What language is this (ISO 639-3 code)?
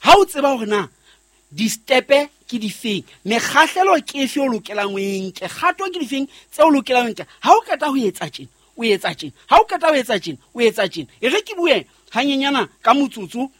sot